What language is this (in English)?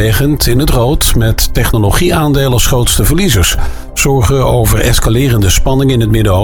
Dutch